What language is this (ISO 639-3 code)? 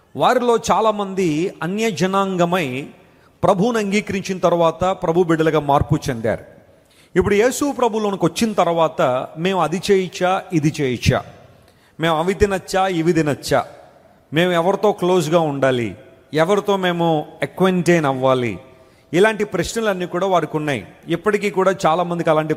tel